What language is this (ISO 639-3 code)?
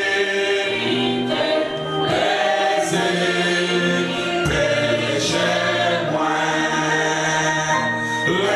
fra